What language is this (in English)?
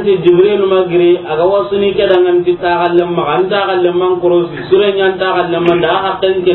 Soninke